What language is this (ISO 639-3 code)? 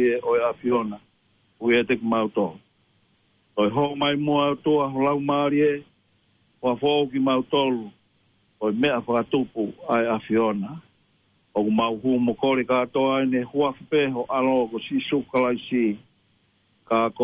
ton